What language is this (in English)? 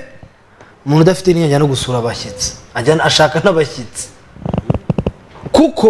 Kinyarwanda